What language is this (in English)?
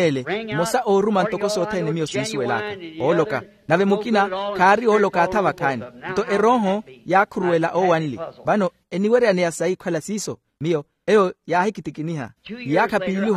Makhuwa